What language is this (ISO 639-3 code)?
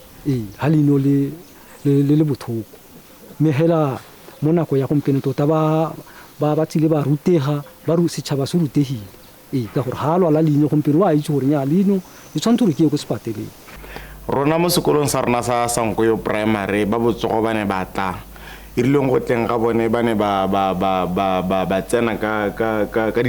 tsn